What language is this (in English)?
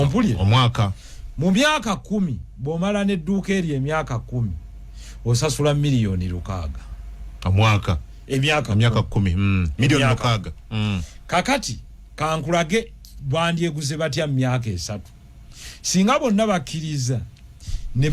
Ganda